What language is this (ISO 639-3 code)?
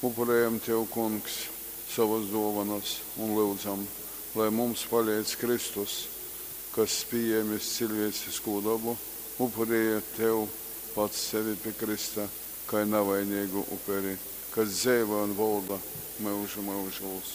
ltg